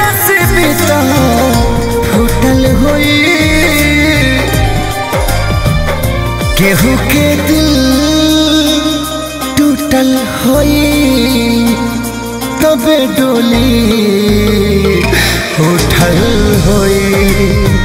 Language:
Bhojpuri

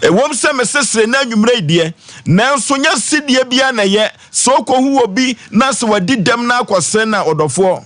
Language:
Akan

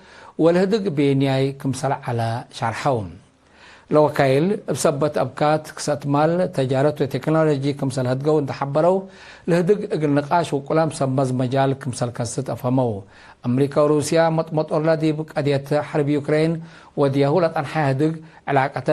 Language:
Tigre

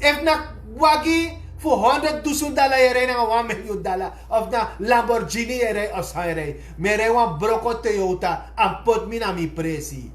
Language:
Sranan Tongo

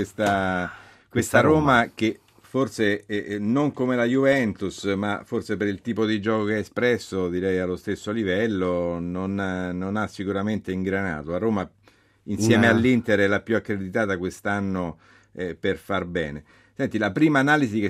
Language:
Italian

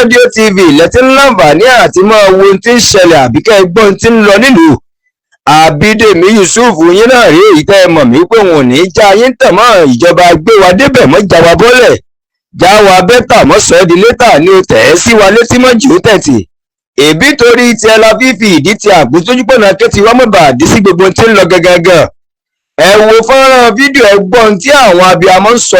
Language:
Yoruba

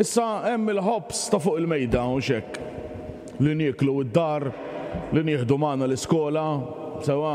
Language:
Maltese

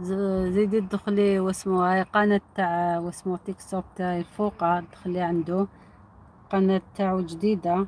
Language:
Algerian Arabic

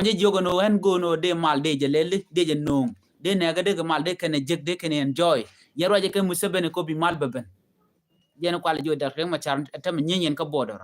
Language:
Nuer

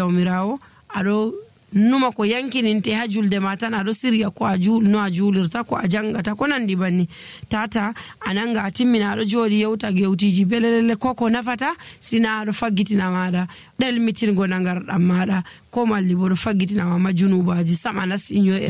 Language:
Nigerian Fulfulde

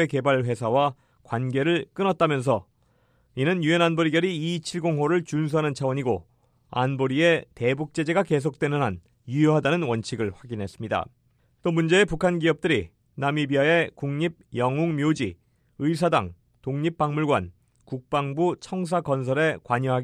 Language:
Korean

